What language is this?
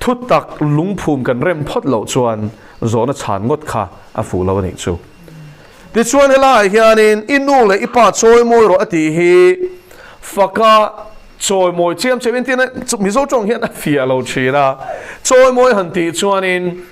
Mizo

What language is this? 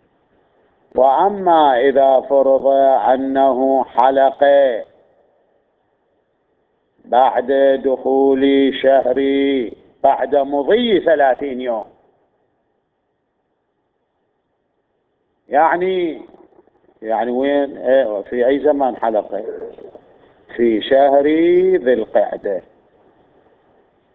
Arabic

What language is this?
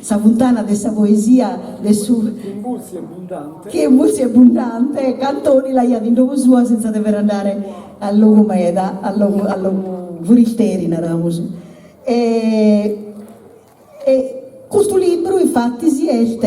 Sardinian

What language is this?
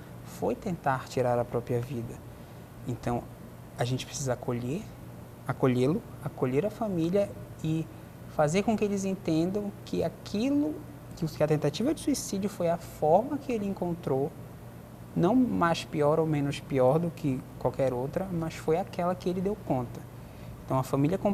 Portuguese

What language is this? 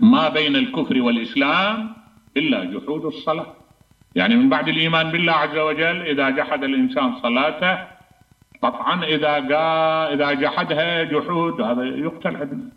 Mesopotamian Arabic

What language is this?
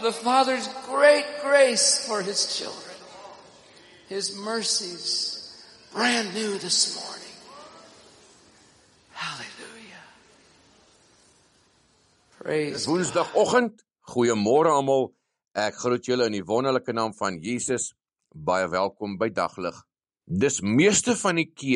Afrikaans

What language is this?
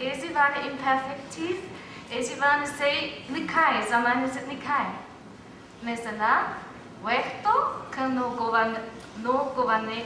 Zaza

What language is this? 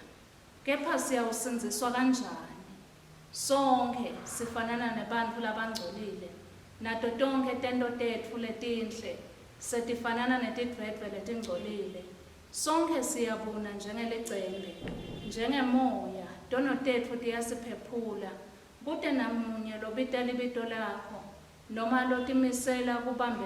Swati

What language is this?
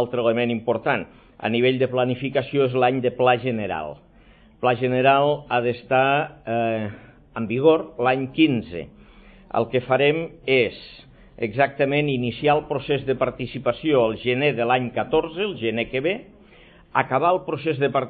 Catalan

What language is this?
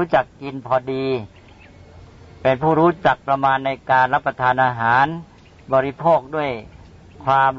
Thai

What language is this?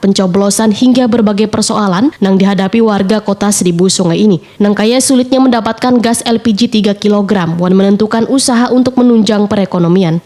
Banjar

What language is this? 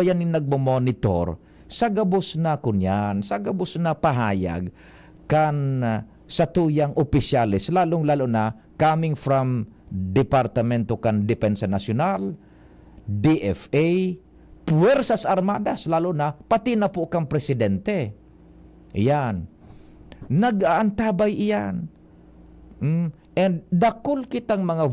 Bikol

